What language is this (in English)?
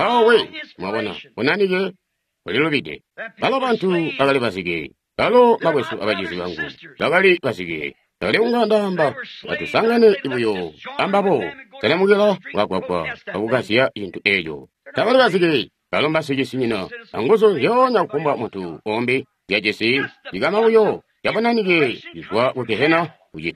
Tonga (Zambia)